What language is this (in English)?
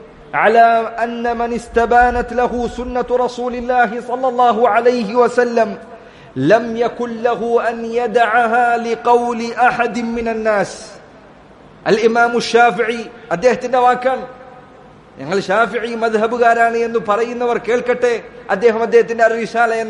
Malayalam